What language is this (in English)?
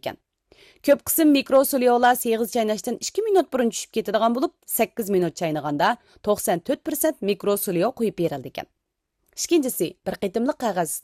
Uyghur